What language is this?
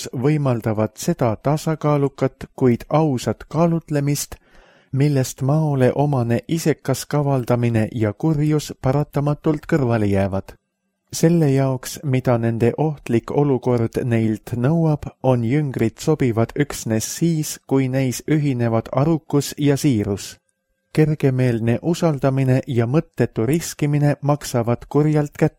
Estonian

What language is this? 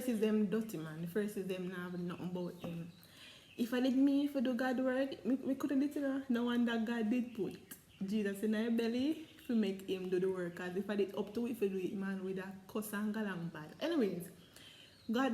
Jamaican Creole English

